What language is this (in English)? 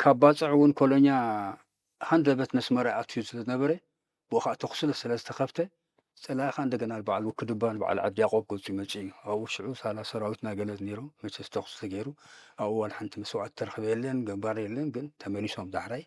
Tigrinya